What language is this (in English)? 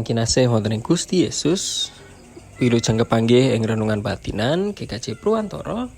Javanese